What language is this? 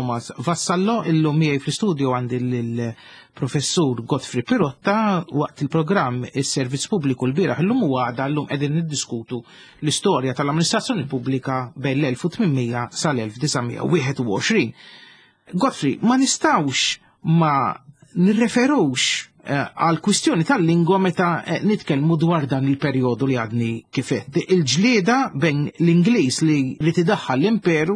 Maltese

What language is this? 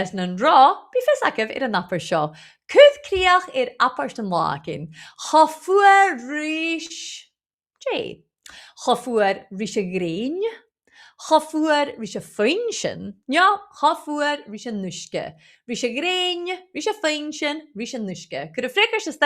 Scottish Gaelic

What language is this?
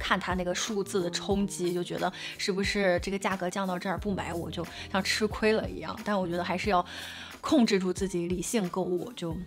Chinese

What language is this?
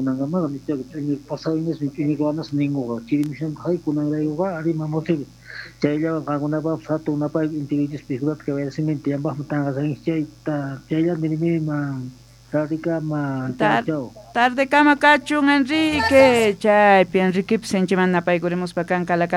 Quechua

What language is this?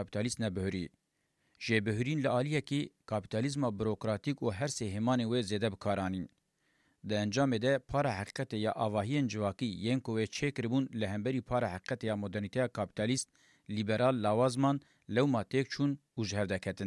Kurdish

